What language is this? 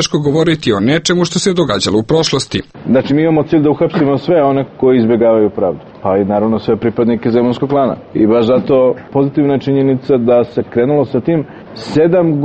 Serbian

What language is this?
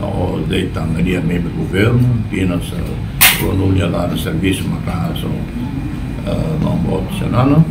Tetum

